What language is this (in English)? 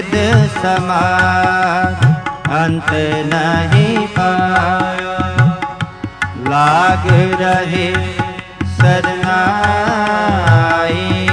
Punjabi